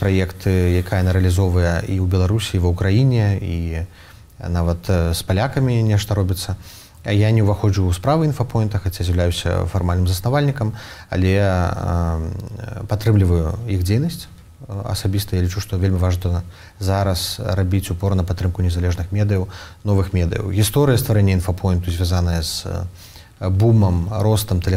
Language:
Belarusian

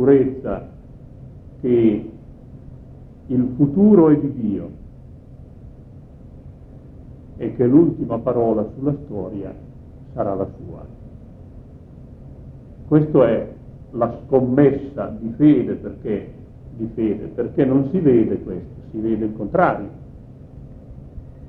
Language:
Italian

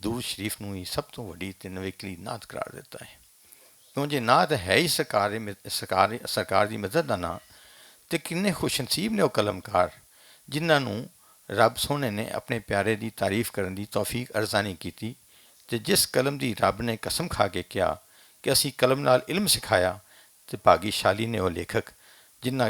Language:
Western Panjabi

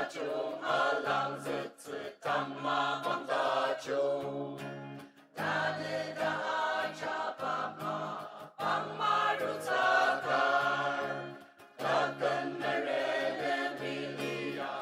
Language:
Ao Naga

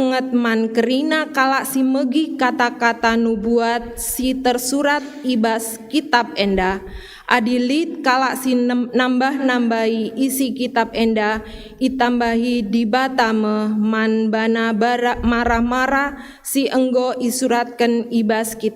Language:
Batak Karo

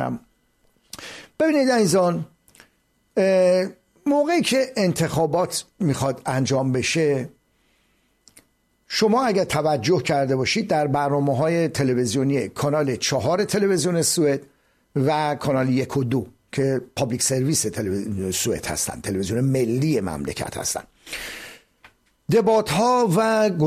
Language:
Persian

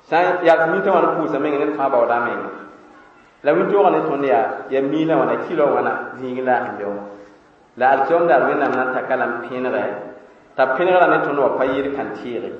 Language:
Mossi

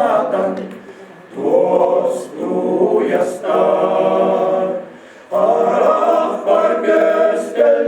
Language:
Yakut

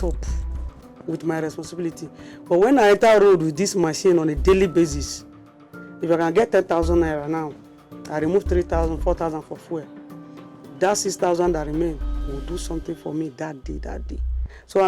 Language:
Nigerian Pidgin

